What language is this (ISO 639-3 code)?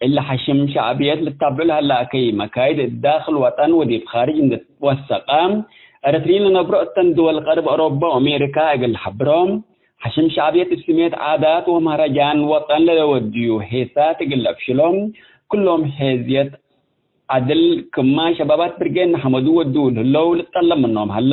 tig